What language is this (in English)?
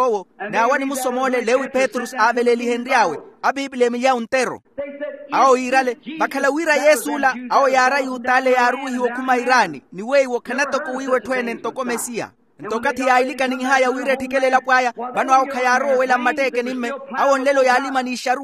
Makhuwa